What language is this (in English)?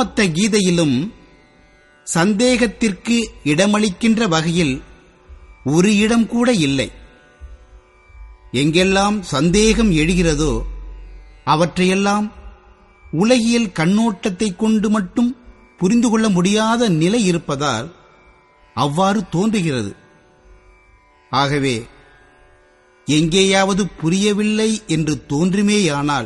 Tamil